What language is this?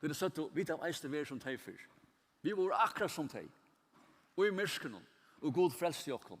Faroese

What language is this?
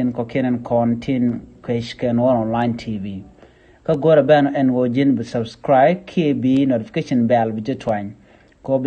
Nuer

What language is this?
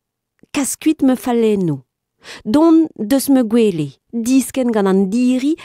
Breton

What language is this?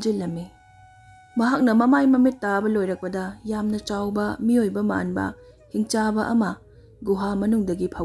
Manipuri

